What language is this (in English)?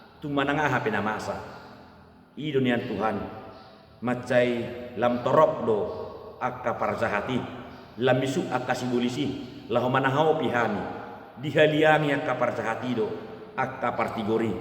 Batak Toba